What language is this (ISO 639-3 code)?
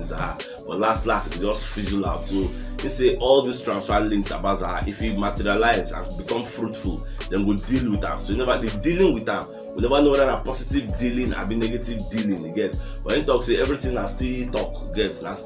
pcm